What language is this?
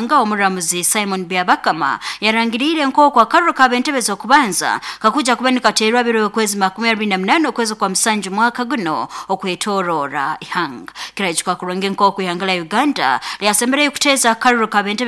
Nyoro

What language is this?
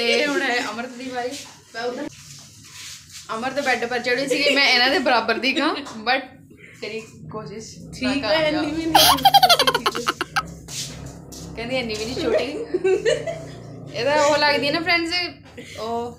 Punjabi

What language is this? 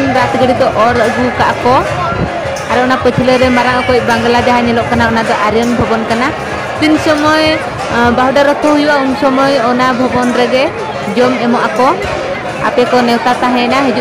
Santali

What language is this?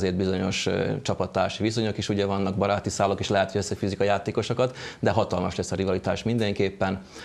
Hungarian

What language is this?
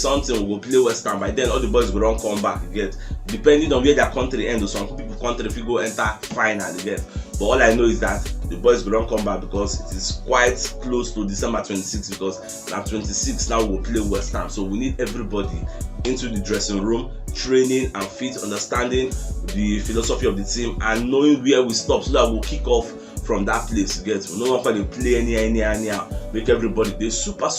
Nigerian Pidgin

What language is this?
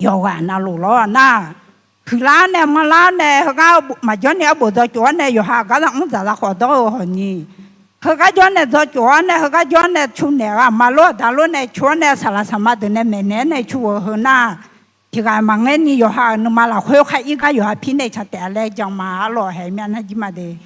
Akha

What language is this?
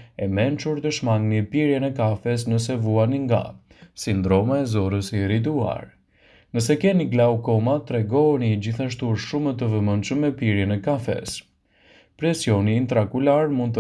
Albanian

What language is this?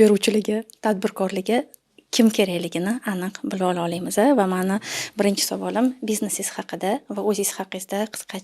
Uzbek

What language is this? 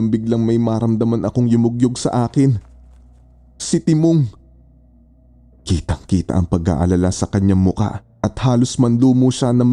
Filipino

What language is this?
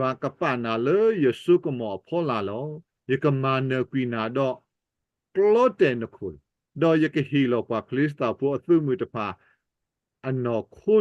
S'gaw Karen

